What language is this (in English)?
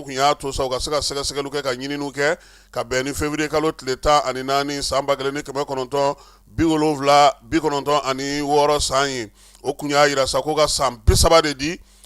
Bambara